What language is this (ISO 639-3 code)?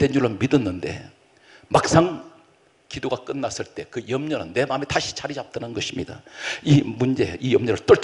kor